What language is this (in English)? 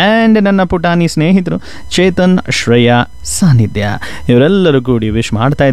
Kannada